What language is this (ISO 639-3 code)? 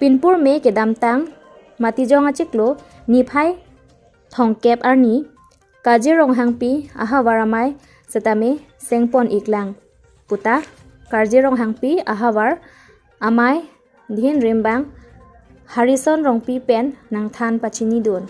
mjw